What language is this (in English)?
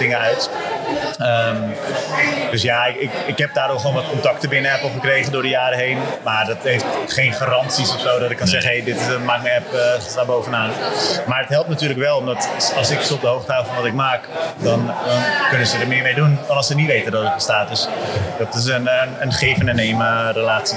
Dutch